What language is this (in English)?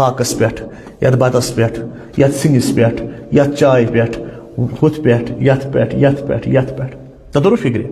Kashmiri